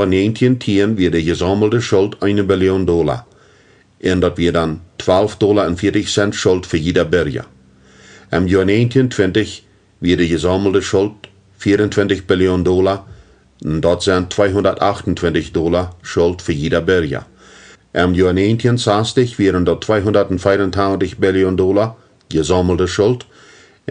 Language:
Plautdietsch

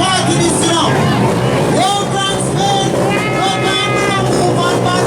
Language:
Jamaican Creole English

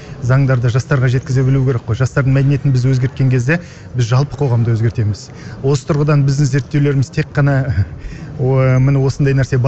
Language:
Kazakh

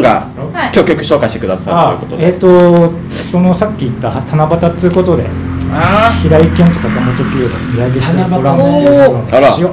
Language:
Japanese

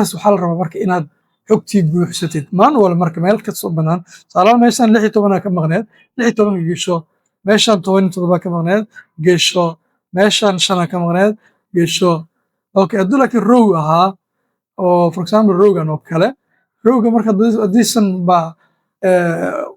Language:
Somali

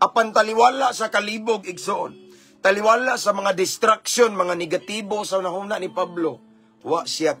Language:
Cebuano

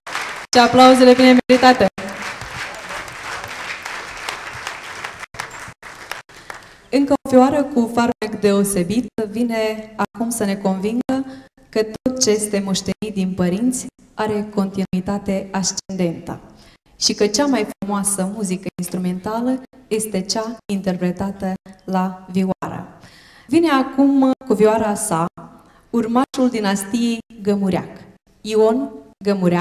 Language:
Romanian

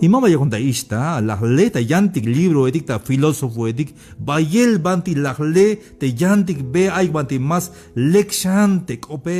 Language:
Tzeltal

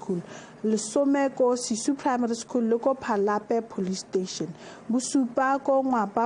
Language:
Tswana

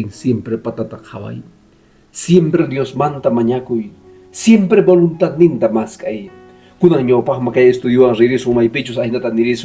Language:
Quechua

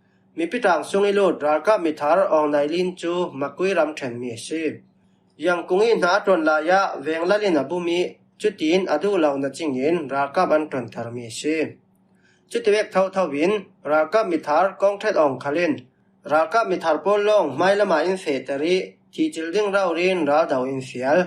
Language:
Falam Chin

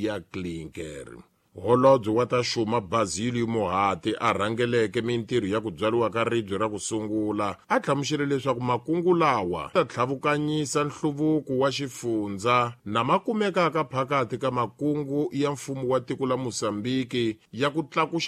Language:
Tsonga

